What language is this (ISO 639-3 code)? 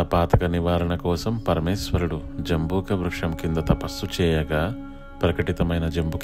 tel